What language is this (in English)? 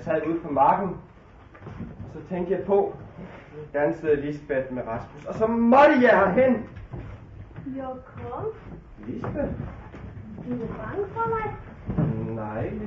Danish